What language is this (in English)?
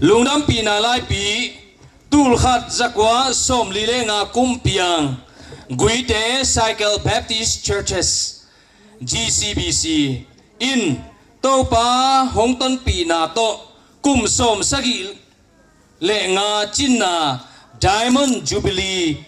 Tedim Chin